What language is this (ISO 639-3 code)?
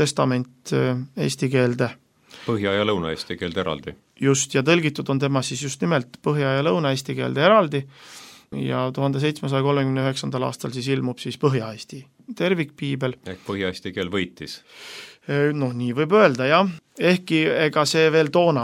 est